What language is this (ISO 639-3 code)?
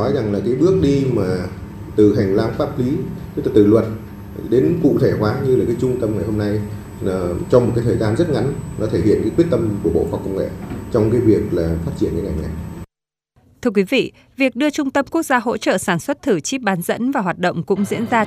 vie